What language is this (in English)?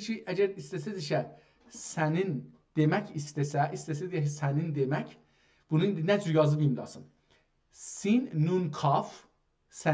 South Azerbaijani